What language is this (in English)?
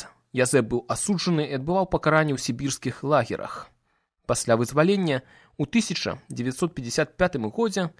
Belarusian